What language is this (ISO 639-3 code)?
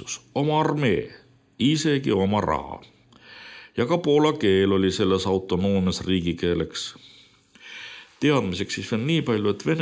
est